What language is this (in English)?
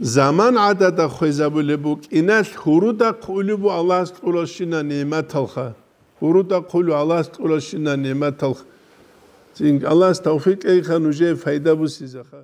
Avaric